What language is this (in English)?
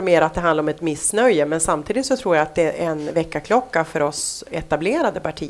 Swedish